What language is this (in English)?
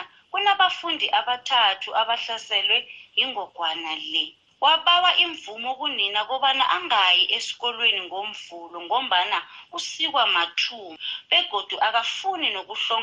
South Ndebele